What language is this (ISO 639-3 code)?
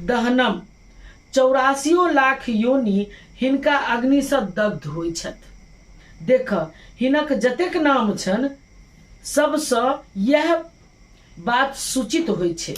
mai